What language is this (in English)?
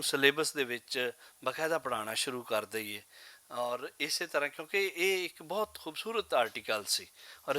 Western Panjabi